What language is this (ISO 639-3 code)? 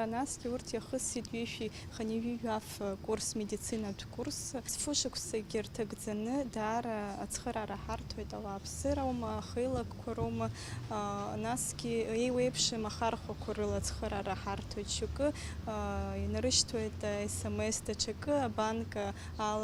abk